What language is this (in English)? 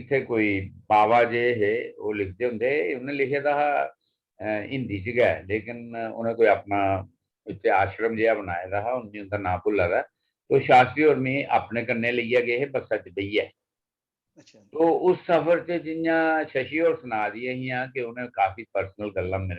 Dogri